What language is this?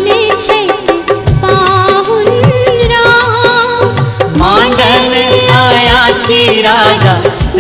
Maithili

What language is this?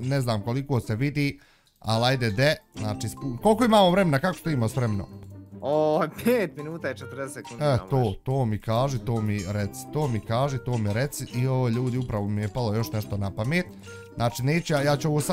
Bosnian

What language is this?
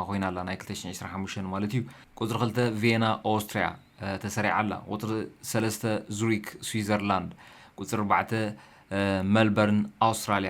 Tigrinya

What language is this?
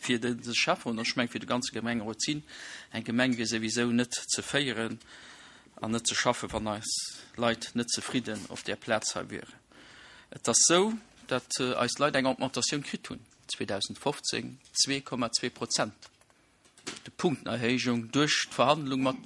Luxembourgish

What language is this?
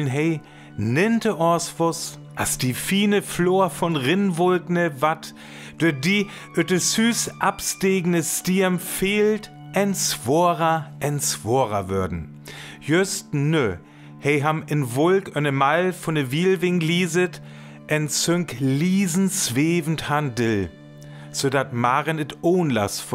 Northern Frisian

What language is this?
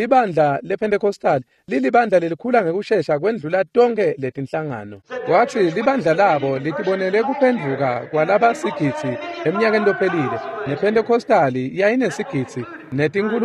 Swati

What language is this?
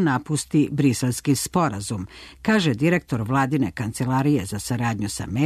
Serbian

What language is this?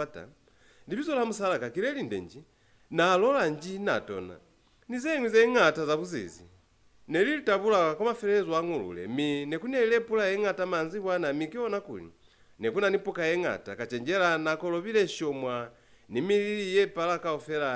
Lozi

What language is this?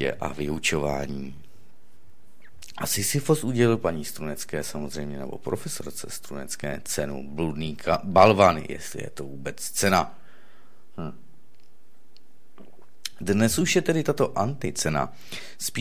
Czech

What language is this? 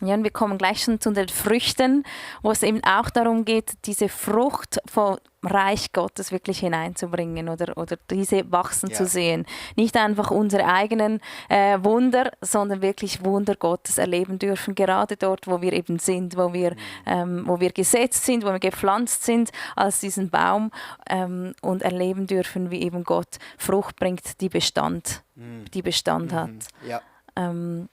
Swiss German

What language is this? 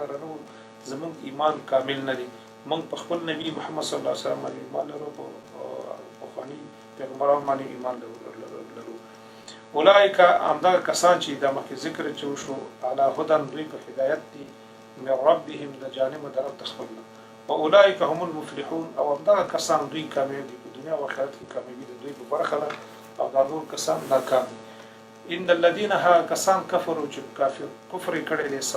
Pashto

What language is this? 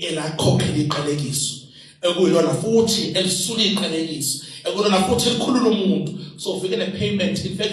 Zulu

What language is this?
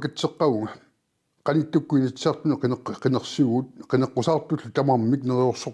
Kalaallisut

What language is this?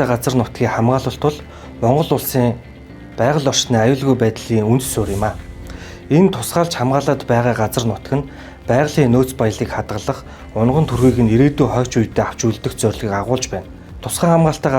Mongolian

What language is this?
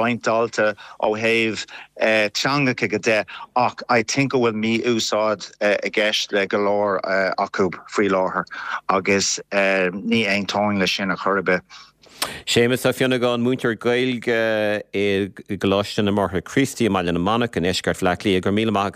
Irish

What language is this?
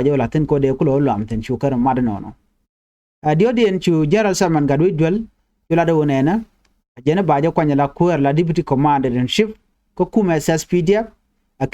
Nuer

